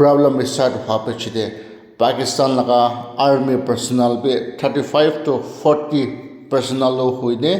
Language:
Naga Pidgin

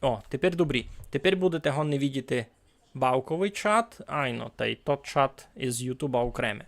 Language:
Rusyn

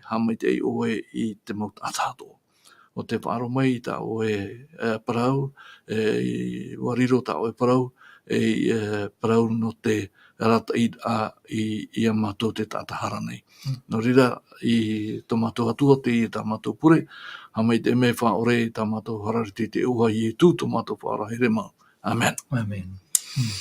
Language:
Tahitian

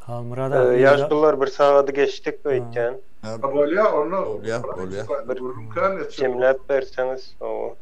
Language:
Turkmen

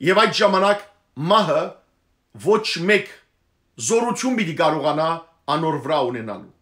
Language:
Western Armenian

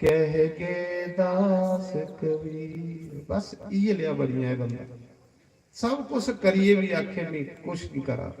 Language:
Dogri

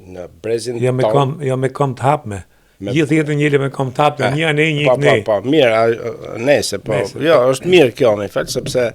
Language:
Albanian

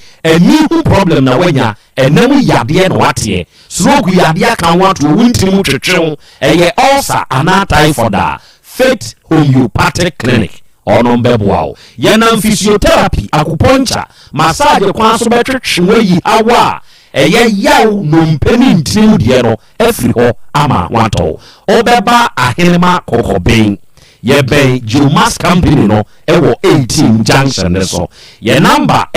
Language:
Akan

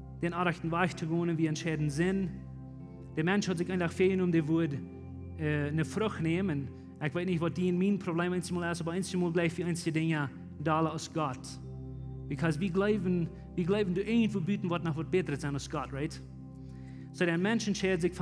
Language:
Plautdietsch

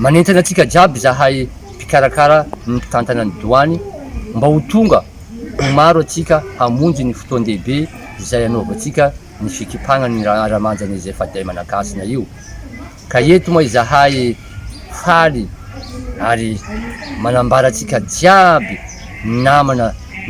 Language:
Malagasy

